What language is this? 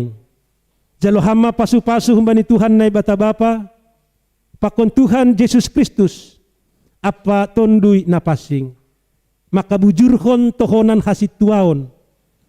Batak Simalungun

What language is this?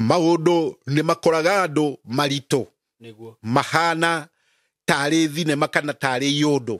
Kikuyu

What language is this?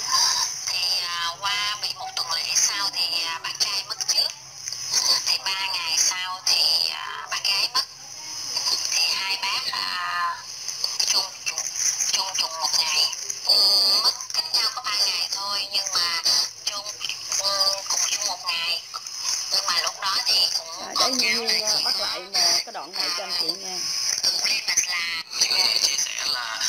Vietnamese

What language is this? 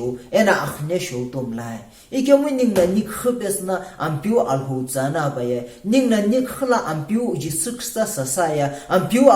Sumi Naga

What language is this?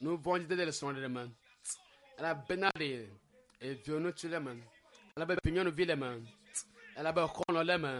Ewe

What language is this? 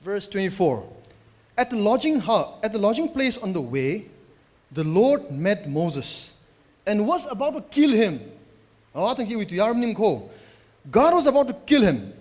Tangkhul Naga (India)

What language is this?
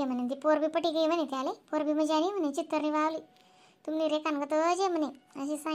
Khandesi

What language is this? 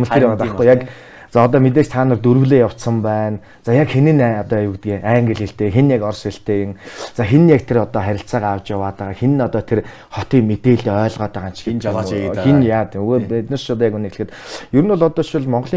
Mongolian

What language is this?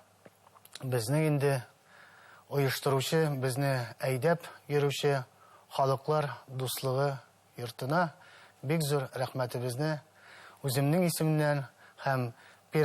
Bashkir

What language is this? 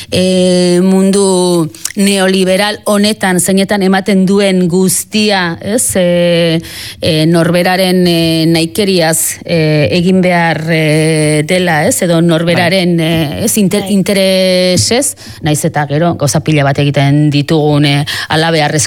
Basque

